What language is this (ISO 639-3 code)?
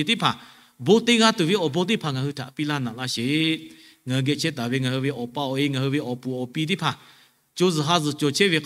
lhu